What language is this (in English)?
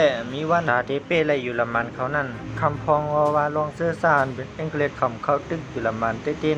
Shan